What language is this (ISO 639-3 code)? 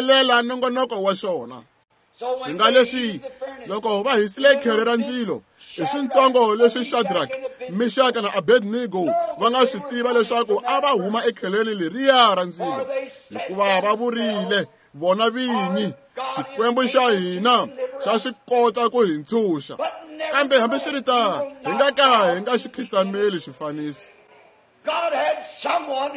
tso